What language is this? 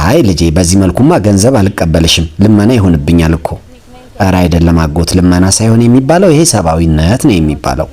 Amharic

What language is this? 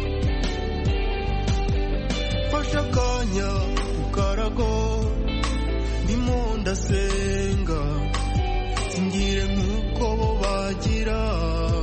Kinyarwanda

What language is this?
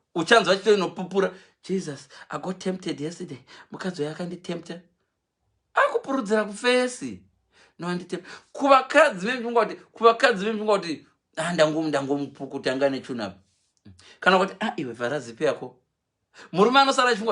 Shona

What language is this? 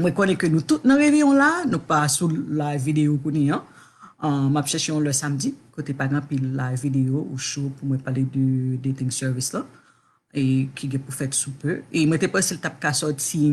Haitian Creole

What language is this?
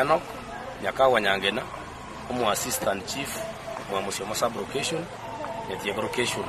Gusii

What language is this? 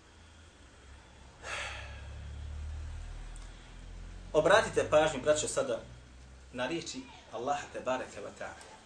Bosnian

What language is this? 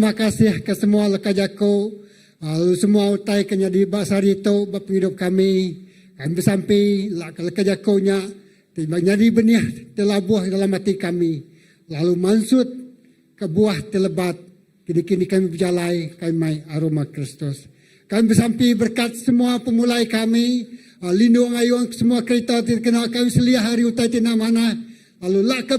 Iban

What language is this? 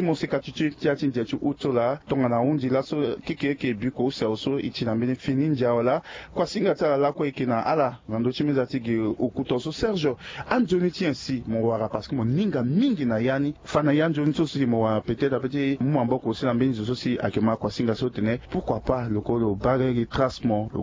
Sango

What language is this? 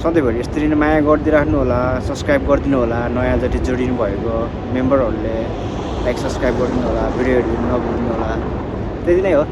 Nepali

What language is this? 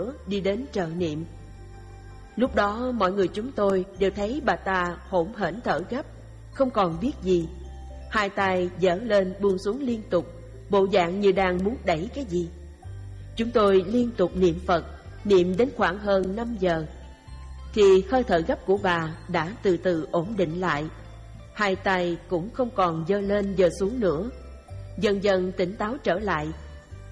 Vietnamese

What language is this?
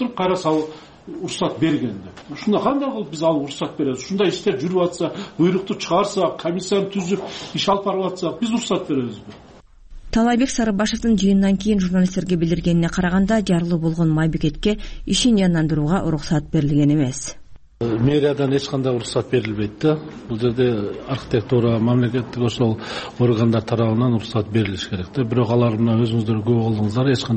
Kyrgyz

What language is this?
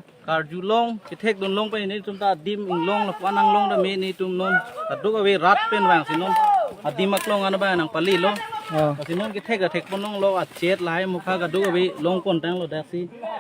Karbi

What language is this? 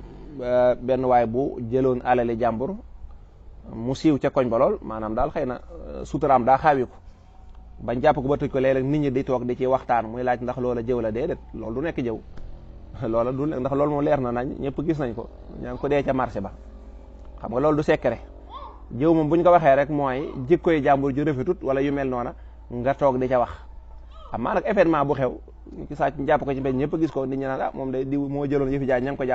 Wolof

